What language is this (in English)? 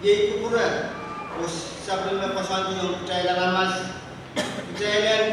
Pohnpeian